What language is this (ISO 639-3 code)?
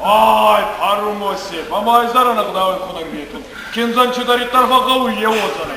oss